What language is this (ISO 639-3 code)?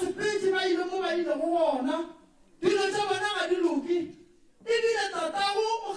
nso